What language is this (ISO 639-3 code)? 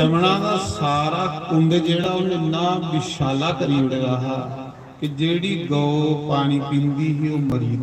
doi